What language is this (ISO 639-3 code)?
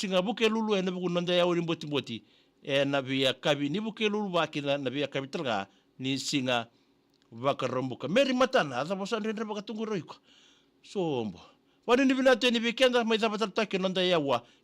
fij